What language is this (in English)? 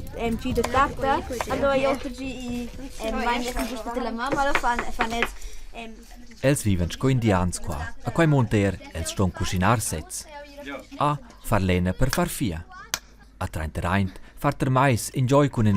Romansh